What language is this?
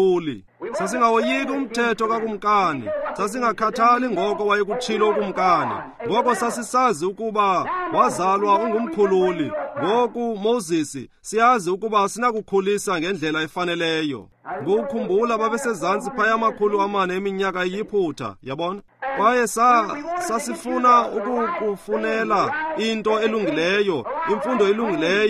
Xhosa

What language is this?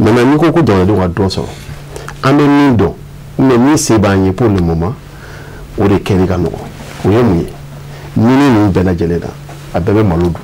Bambara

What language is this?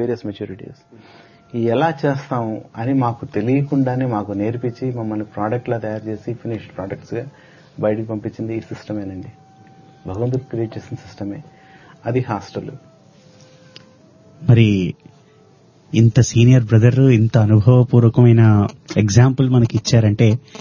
Telugu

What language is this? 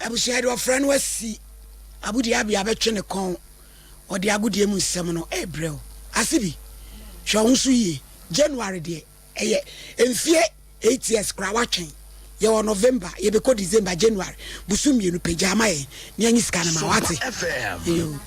Akan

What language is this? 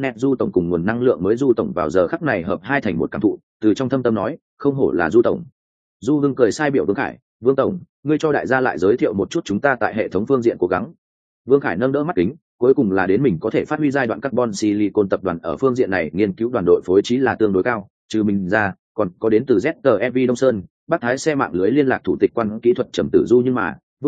Vietnamese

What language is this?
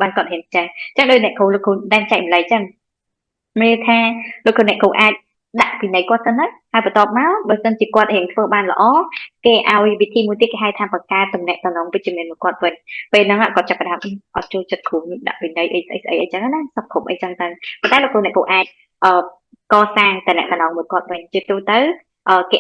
Khmer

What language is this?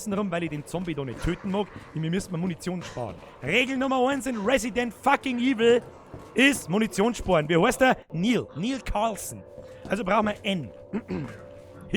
Bavarian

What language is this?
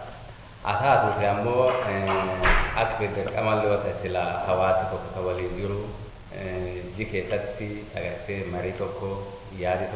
Oromo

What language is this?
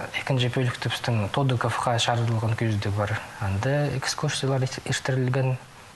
Khakas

